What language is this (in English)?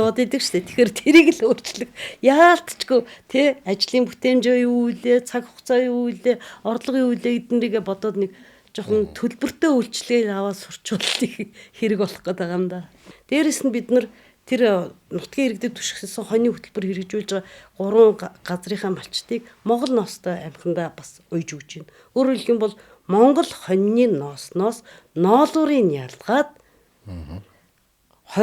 Mongolian